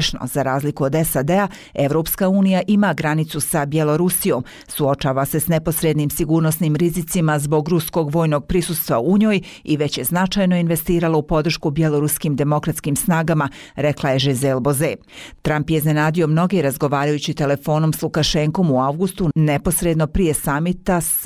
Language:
Bosnian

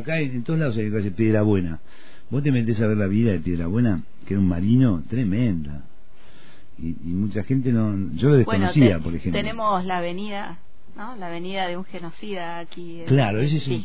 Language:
Spanish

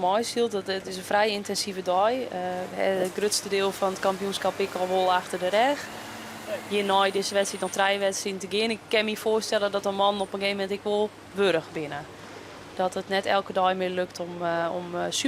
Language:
Western Frisian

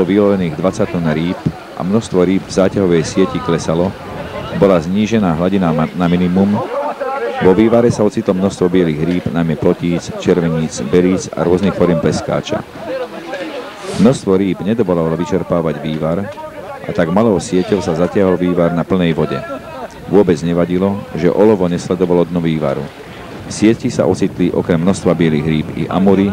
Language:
Slovak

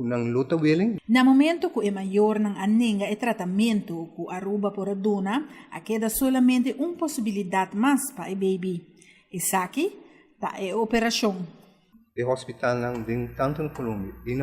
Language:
Papiamento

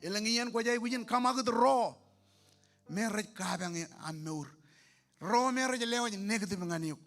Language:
Marshallese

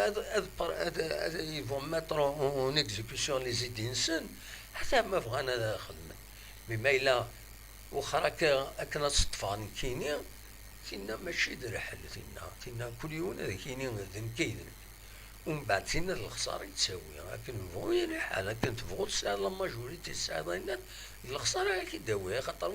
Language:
Kabyle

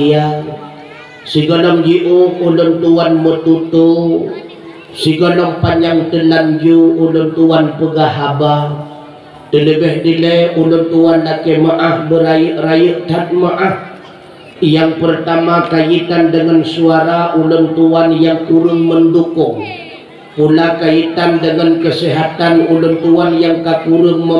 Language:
Achinese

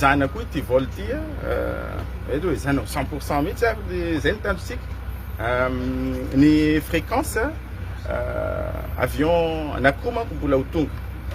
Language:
Malagasy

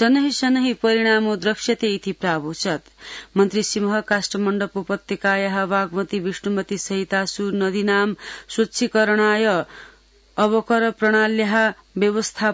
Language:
Sanskrit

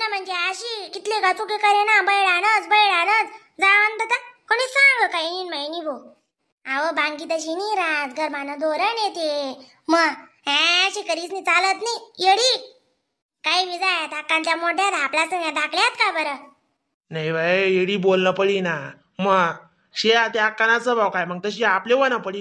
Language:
Khandesi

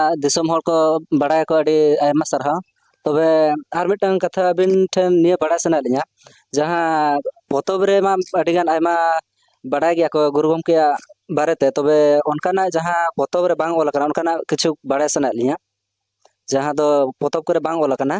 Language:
Santali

